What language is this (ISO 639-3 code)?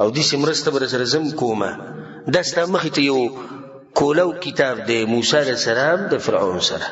pus